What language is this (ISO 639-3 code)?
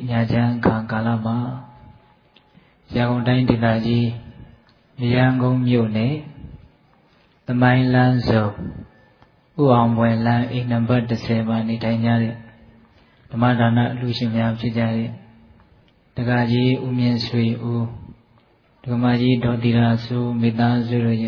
mya